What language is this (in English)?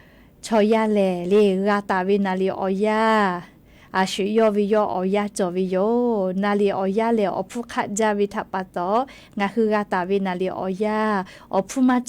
Lahu